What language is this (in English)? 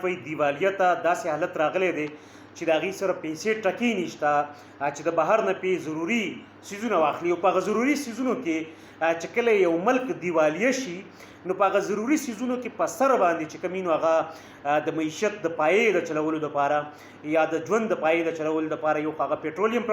Pashto